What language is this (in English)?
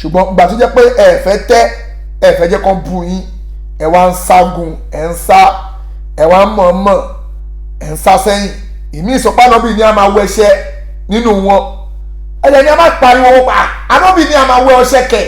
Yoruba